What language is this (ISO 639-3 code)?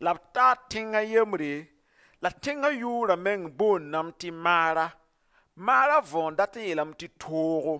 mos